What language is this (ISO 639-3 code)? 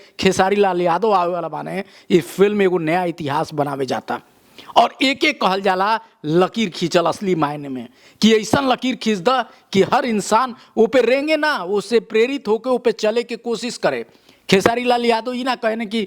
bho